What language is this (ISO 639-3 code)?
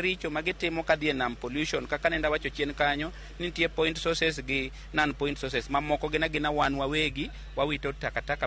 luo